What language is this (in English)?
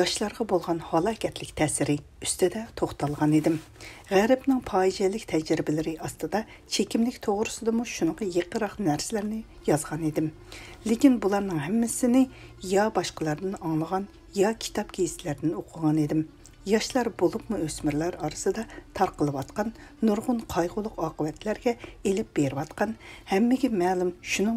Uyghur